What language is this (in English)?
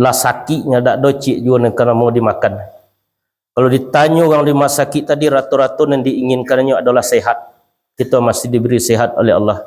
Minangkabau